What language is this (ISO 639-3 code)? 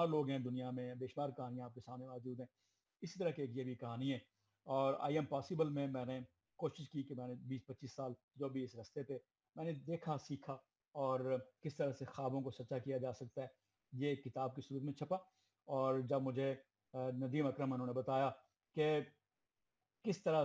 urd